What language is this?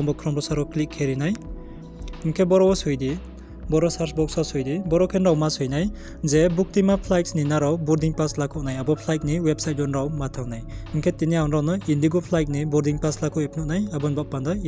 Riang (India)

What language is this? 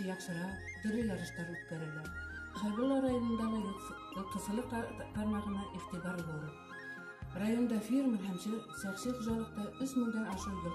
Bashkir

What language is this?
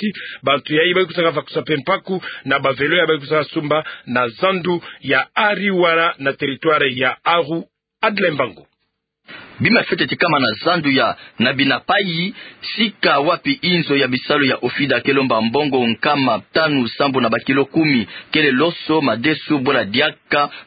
Kituba (Democratic Republic of Congo)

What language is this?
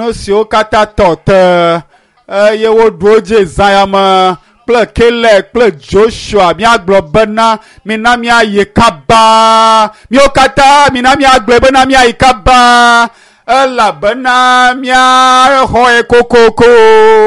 Ewe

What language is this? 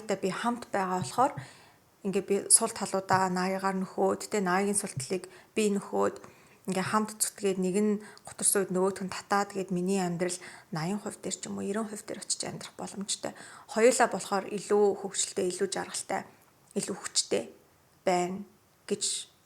Mongolian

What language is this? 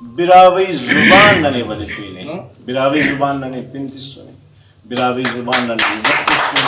Brahui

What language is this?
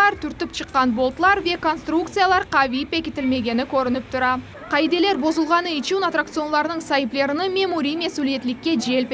Crimean Tatar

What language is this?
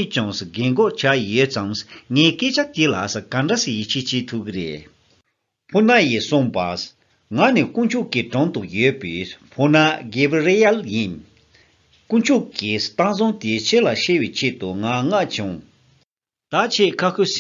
Tibetan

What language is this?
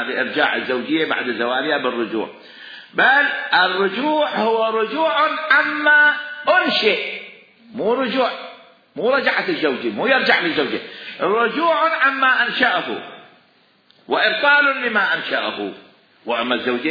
Mesopotamian Arabic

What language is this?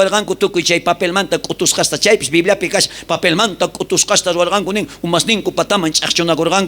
South Bolivian Quechua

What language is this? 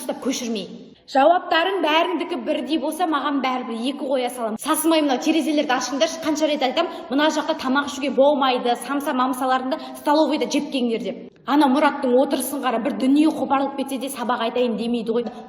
Kazakh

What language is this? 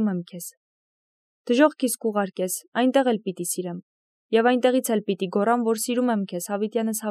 Armenian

